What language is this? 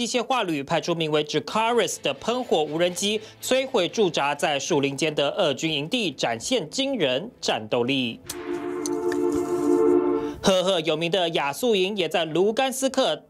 Chinese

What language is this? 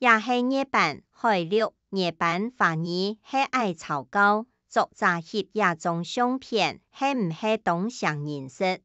Hakka Chinese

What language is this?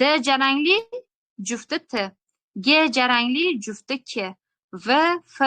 Uzbek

